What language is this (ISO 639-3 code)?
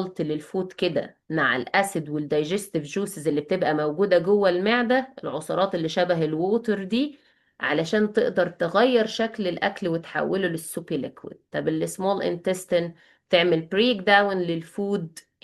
arz